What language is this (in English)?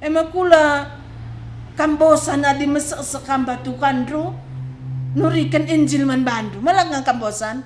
Batak Karo